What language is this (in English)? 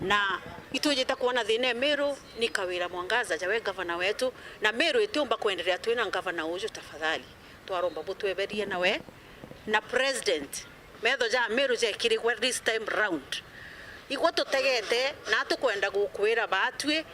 Meru